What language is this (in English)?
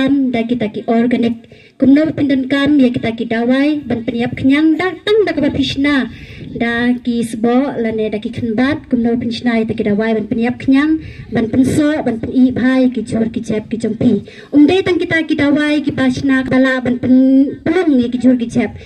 Khasi